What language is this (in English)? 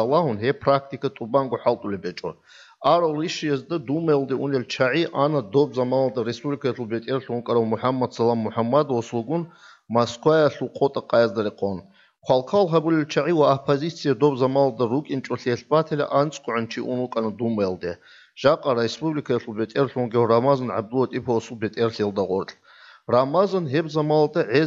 Avaric